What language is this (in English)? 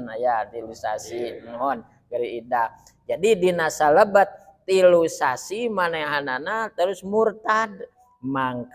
Sundanese